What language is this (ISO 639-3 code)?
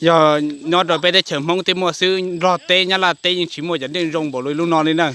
hmn